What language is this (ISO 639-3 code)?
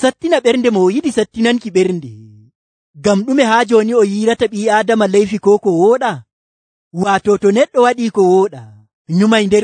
fuv